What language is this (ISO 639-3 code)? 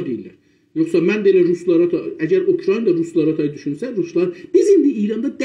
azb